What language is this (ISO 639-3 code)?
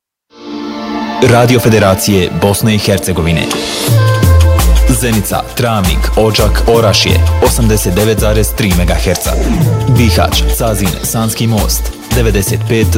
bos